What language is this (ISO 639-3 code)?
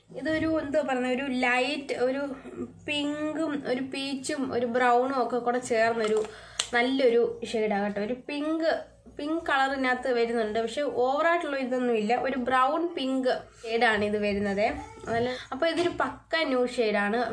mal